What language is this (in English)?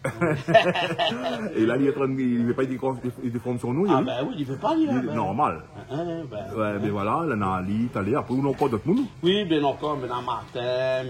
Réunion Creole French